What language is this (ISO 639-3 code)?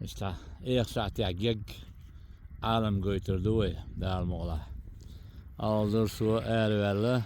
che